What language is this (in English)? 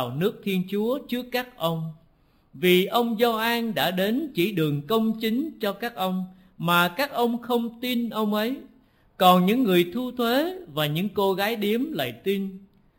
Vietnamese